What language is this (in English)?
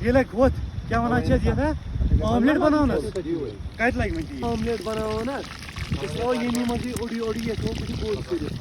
Kashmiri